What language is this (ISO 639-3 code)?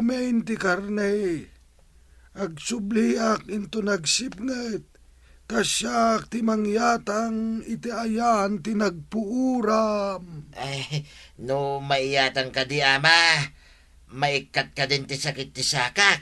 ilo